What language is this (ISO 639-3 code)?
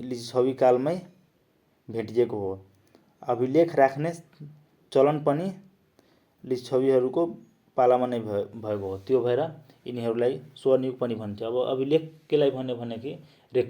nep